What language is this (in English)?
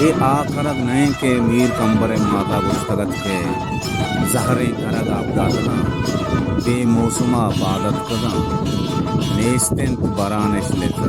Baluchi